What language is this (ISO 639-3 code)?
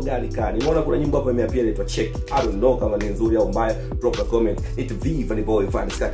swa